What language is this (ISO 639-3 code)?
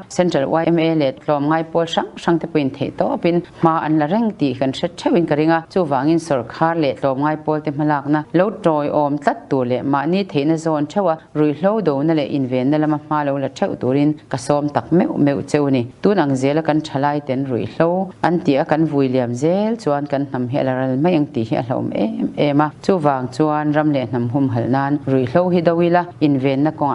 lus